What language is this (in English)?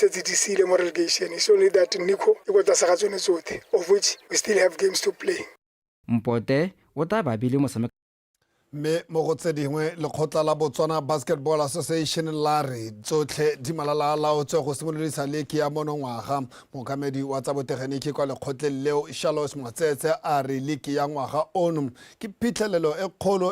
Tswana